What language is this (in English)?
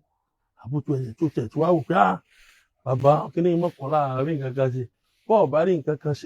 Yoruba